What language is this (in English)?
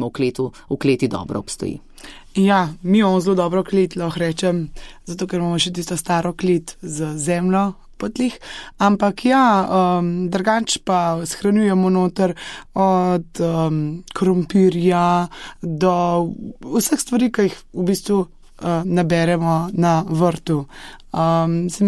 Slovenian